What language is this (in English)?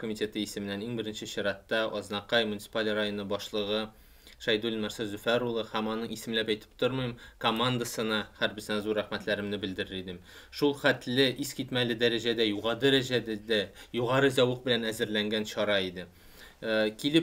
Tatar